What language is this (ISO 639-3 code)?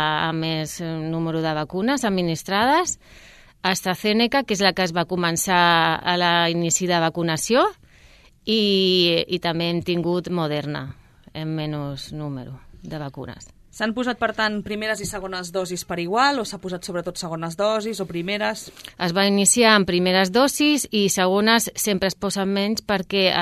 cat